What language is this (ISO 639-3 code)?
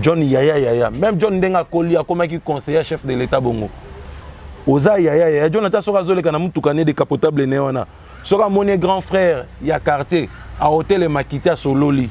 lin